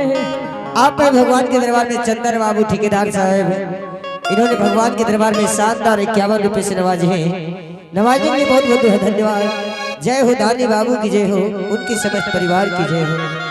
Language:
Angika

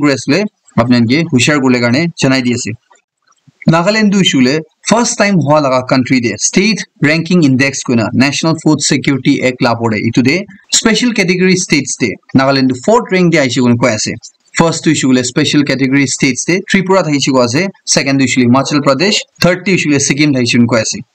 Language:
Naga Pidgin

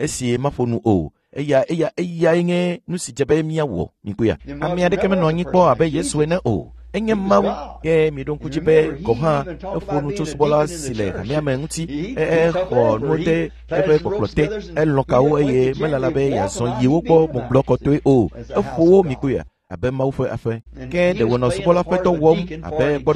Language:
Ewe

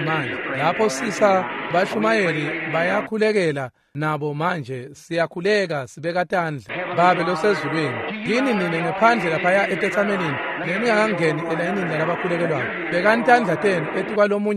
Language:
Swati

